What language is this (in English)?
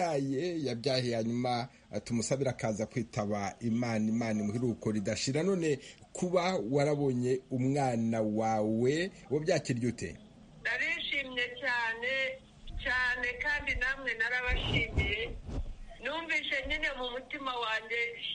Kinyarwanda